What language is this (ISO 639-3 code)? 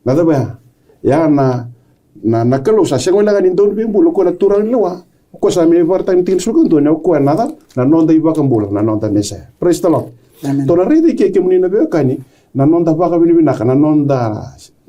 fij